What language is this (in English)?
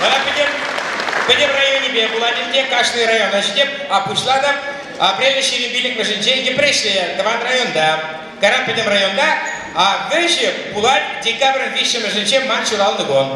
Chuvash